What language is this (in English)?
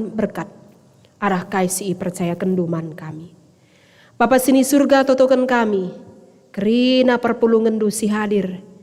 Batak Karo